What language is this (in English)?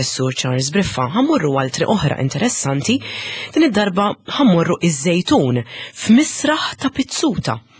Maltese